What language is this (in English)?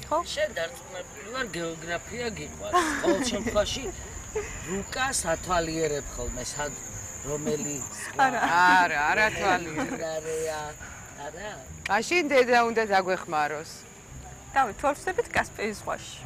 Georgian